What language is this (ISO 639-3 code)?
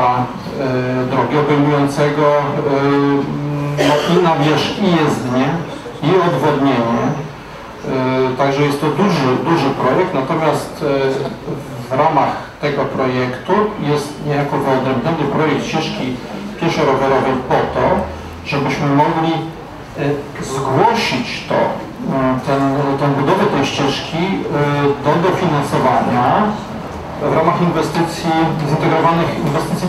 pol